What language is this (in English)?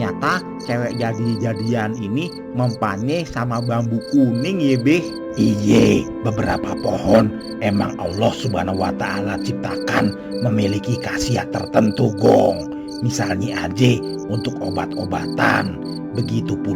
Betawi